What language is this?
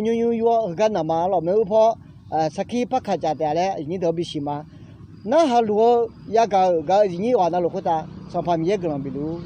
Akha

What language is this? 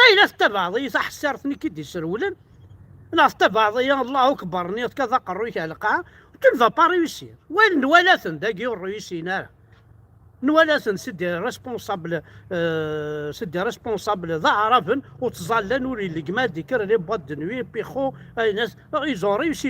Kabyle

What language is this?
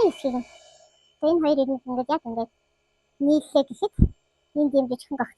Mongolian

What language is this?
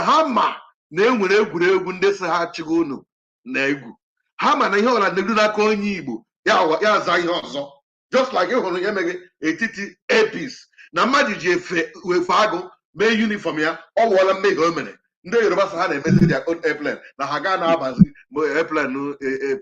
Igbo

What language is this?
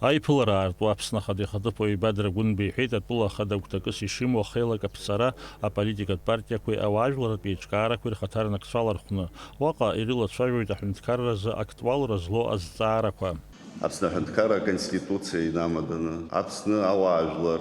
Abkhazian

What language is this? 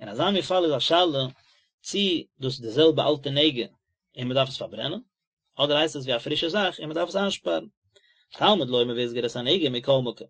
Yiddish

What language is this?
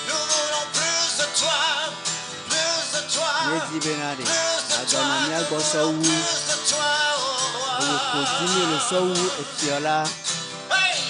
Ewe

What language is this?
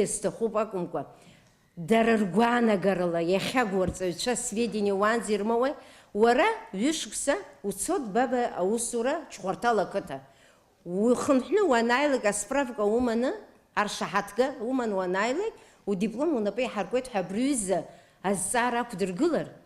Abkhazian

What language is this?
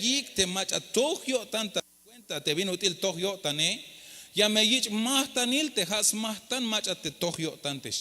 Tzeltal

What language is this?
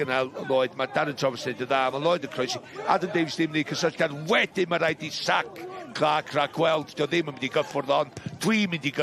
Welsh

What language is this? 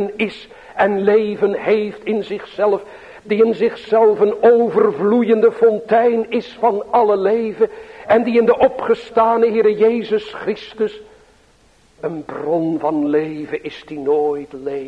Dutch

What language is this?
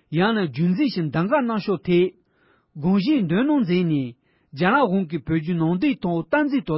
Tibetan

